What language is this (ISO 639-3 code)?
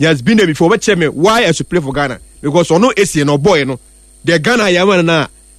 aka